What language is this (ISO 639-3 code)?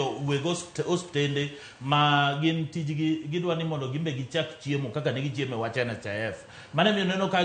luo